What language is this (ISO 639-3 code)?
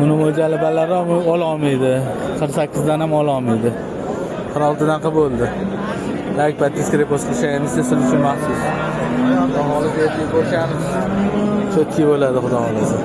uzb